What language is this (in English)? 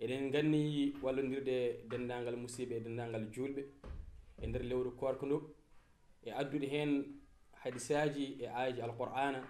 Fula